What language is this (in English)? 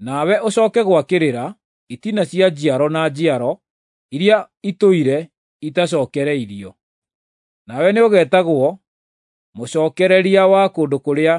Kikuyu